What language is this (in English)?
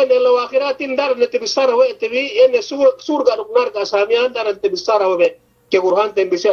Yakan